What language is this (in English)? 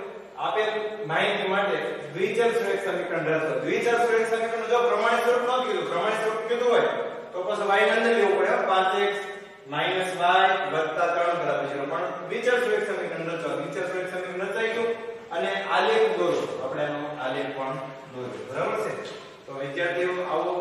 Gujarati